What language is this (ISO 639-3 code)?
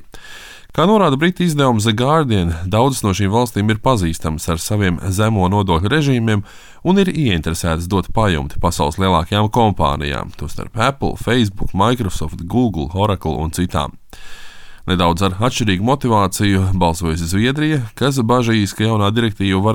lav